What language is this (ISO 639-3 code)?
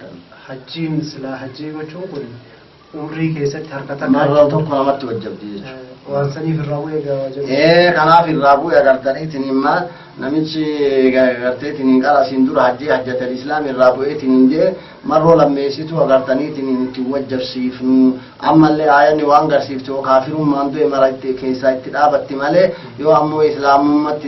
orm